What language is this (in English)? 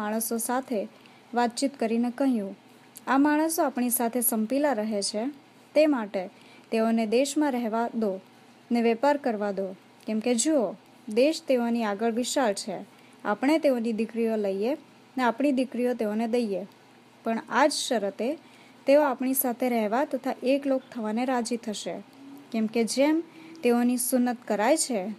Gujarati